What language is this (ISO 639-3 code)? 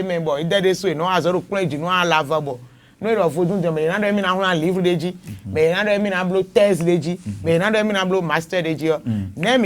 fon